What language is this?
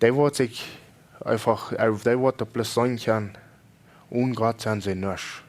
Plautdietsch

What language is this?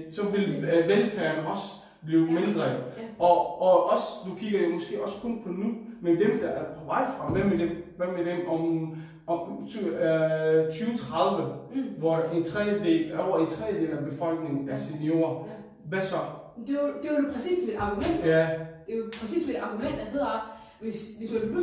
Danish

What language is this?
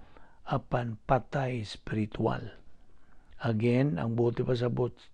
Cebuano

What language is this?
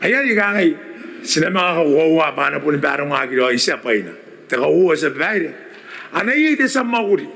Gilbertese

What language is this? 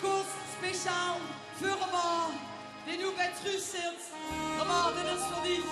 Limburgish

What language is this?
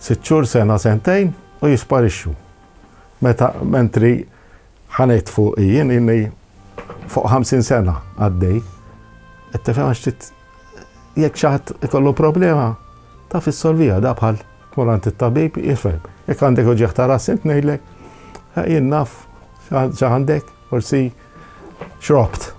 Maltese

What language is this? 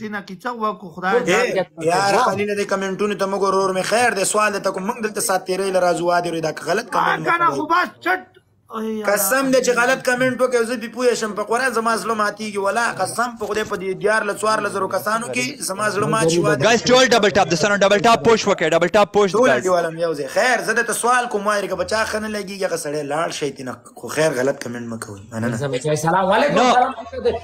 Pashto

